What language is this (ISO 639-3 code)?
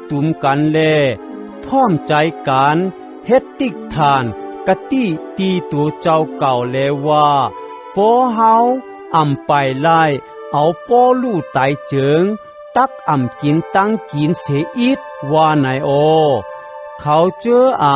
shn